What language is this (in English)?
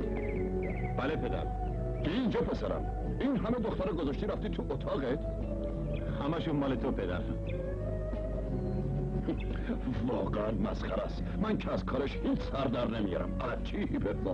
Persian